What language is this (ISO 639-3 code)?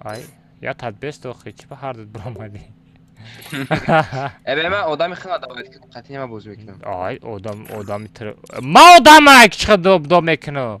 tgk